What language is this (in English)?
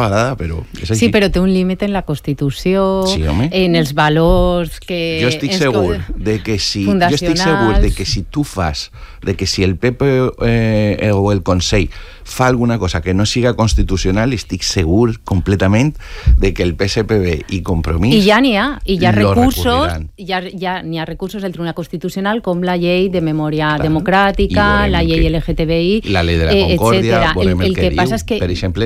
Catalan